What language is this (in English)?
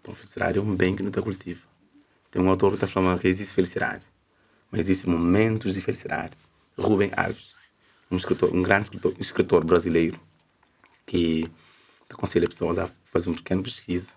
Kabuverdianu